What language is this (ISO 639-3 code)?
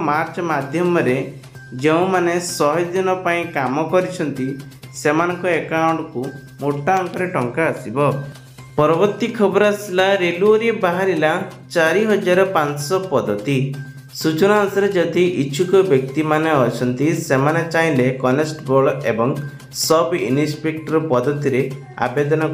ori